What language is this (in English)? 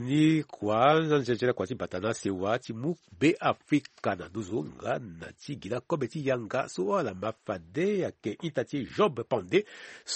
Sango